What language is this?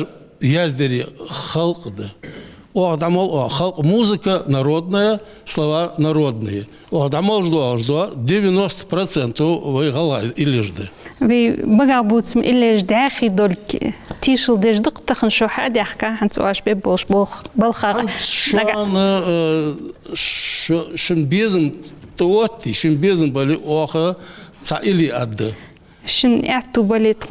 Ingush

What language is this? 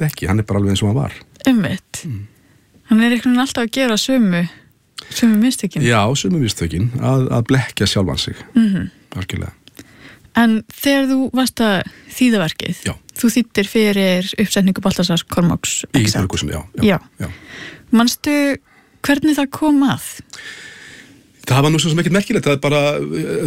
Icelandic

